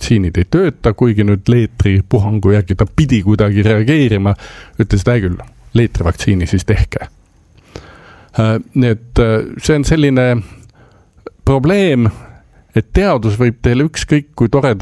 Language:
Estonian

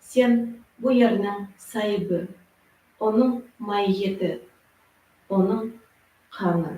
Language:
Crimean Tatar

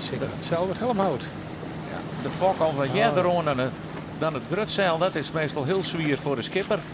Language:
Western Frisian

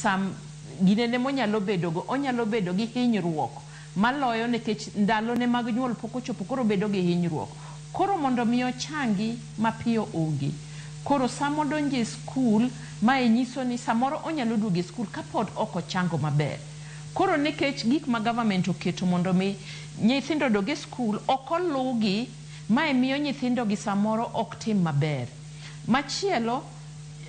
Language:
Luo (Kenya and Tanzania)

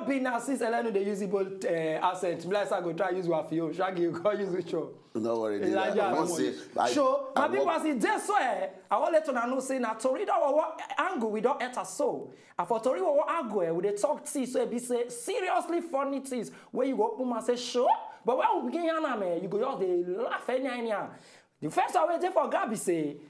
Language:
Nigerian Pidgin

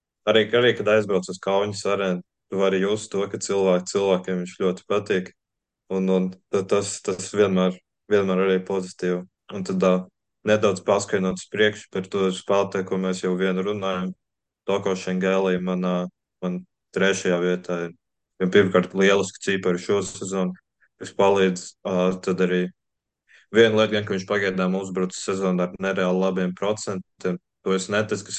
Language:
Latvian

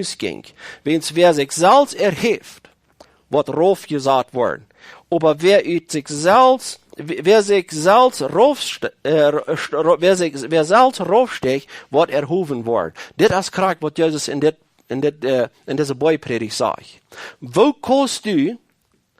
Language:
Plautdietsch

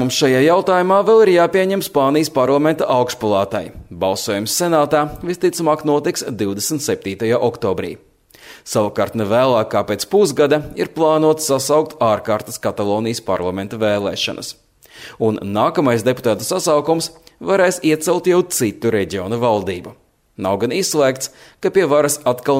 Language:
Latvian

